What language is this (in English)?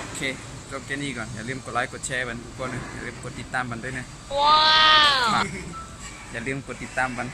Shan